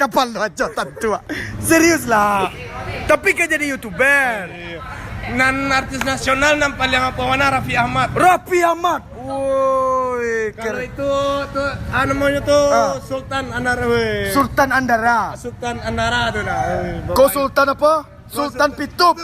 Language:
Minangkabau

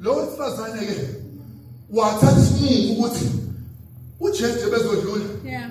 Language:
Zulu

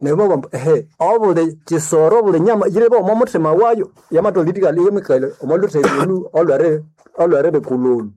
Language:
Nande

